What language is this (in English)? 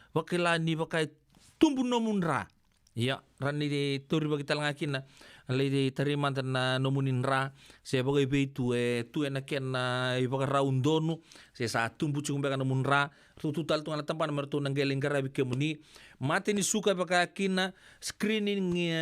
Fijian